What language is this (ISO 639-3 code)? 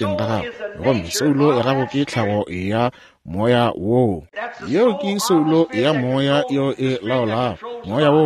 nso